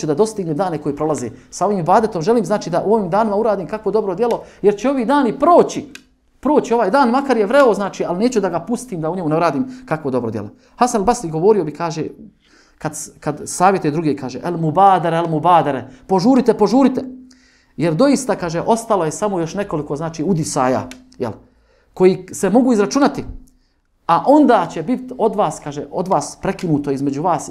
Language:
Bosnian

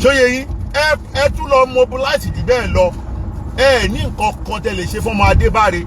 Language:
Yoruba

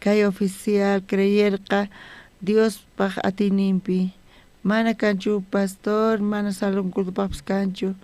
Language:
South Bolivian Quechua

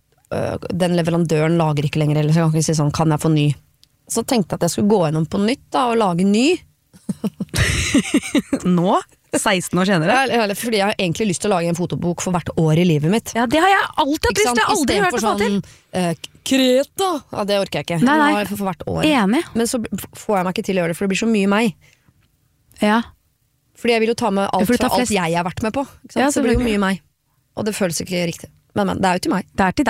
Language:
Norwegian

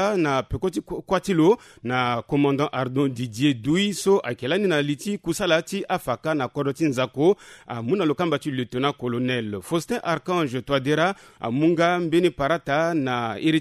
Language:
Sango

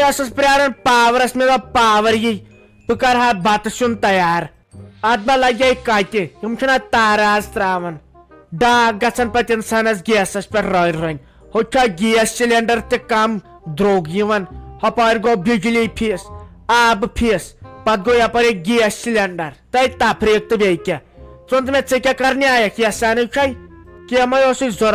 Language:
Kashmiri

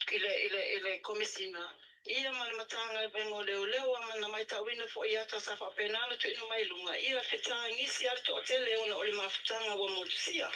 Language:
Samoan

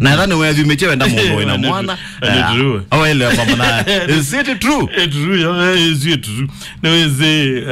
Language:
Kamba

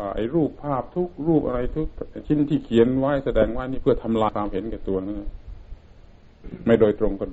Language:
Thai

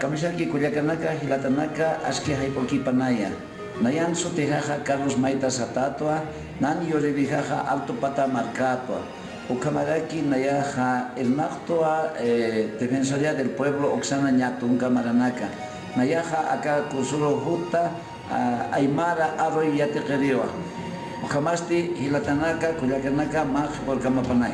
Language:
Aymara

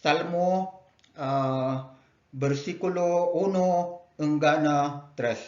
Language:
Kankanaey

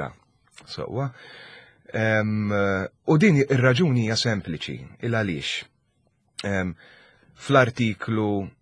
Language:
Maltese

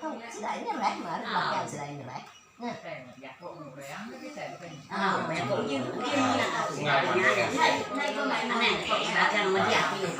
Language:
Iban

